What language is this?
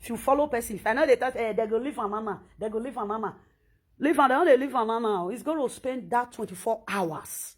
Nigerian Pidgin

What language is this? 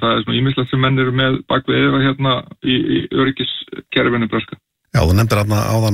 Icelandic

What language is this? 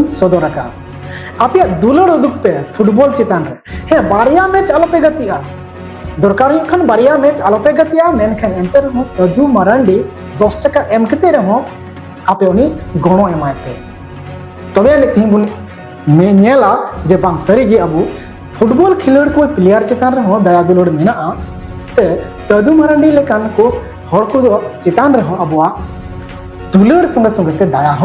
Santali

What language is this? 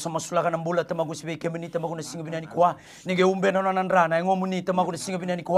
Fijian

